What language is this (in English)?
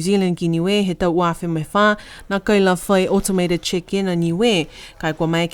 Niuean